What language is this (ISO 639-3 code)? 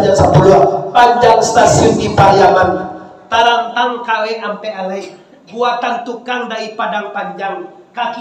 min